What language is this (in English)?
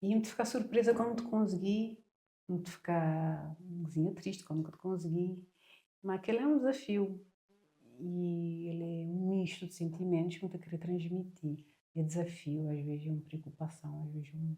Kabuverdianu